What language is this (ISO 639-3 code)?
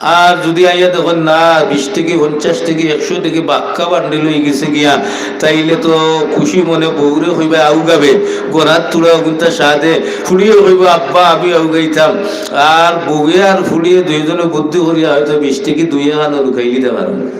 syl